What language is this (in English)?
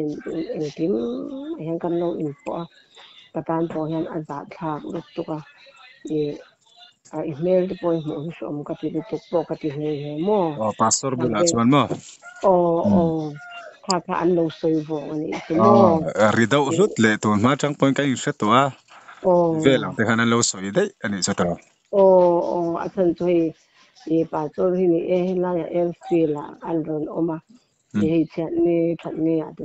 Mizo